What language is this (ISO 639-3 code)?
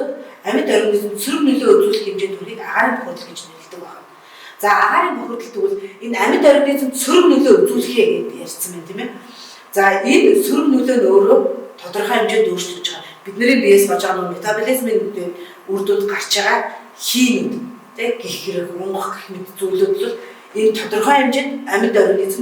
mon